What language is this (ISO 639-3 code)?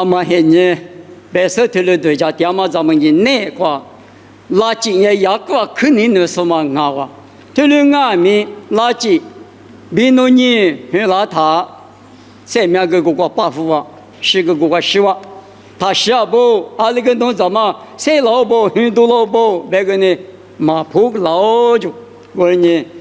lis